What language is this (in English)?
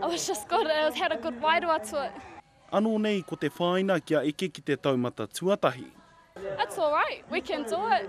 Māori